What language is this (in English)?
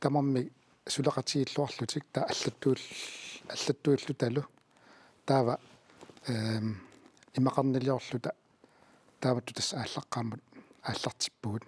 Kalaallisut